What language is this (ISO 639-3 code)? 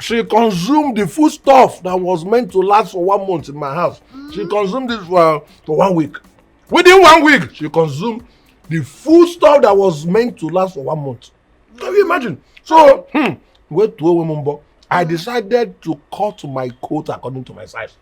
pcm